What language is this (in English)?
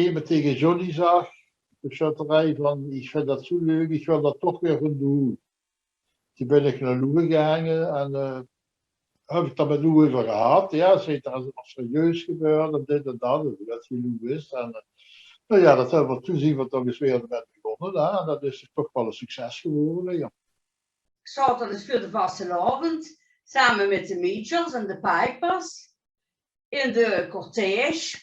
Limburgish